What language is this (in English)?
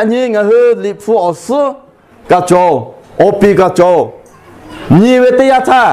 Lahu